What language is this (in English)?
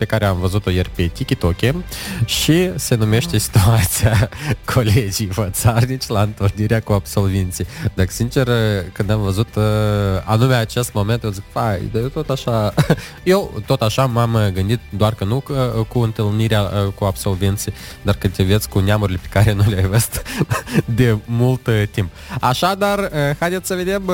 Romanian